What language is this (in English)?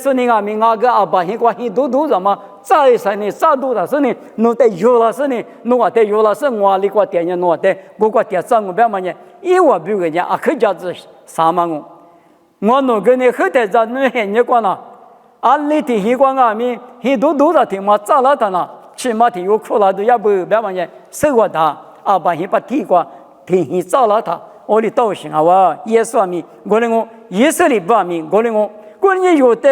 Lisu